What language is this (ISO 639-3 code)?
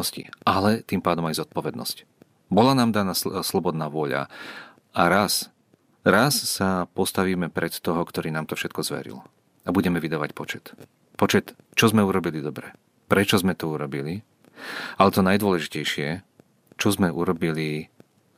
slk